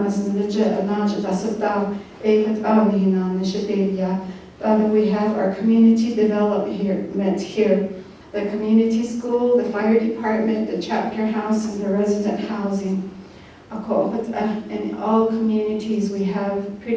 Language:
Navajo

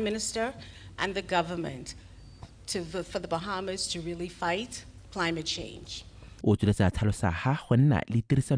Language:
Tswana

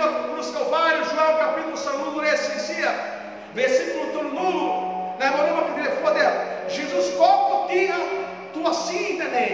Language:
Tetum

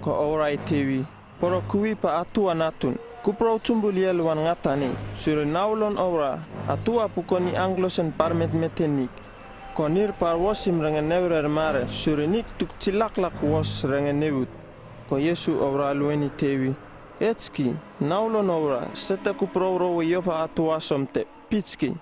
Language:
Uripiv-Wala-Rano-Atchin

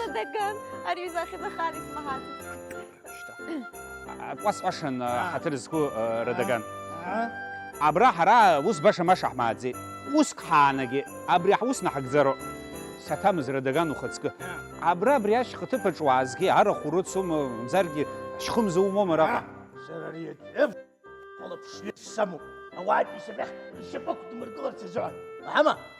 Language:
Abkhazian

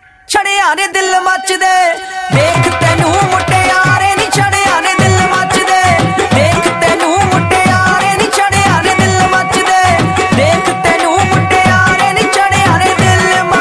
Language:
Punjabi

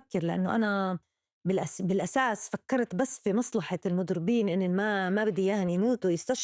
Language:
North Levantine Arabic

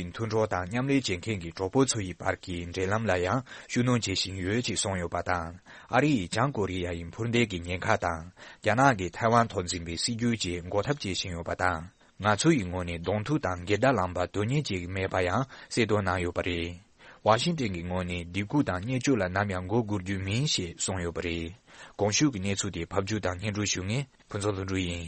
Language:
Tibetan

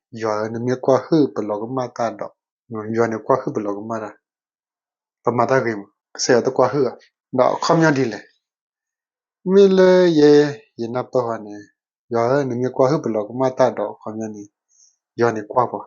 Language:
S'gaw Karen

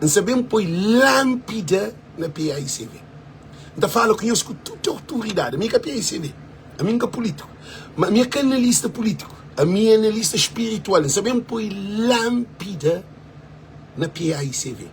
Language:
Kabuverdianu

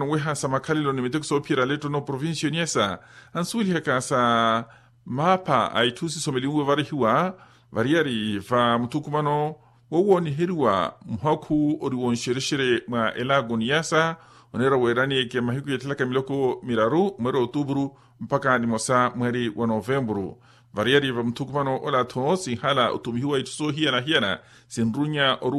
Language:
Makhuwa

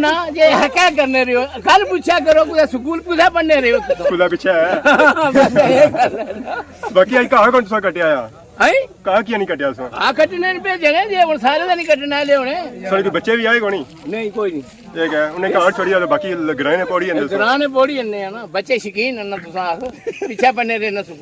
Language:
Pahari-Potwari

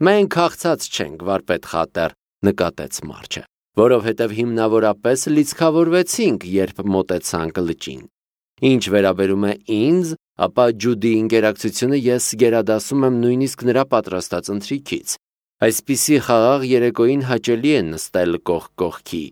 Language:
Armenian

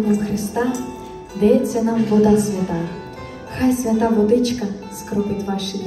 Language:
Ukrainian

